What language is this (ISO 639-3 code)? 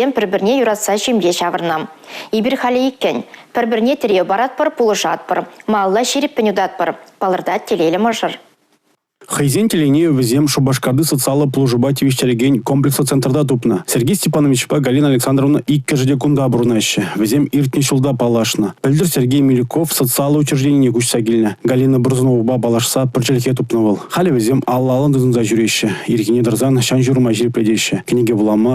chv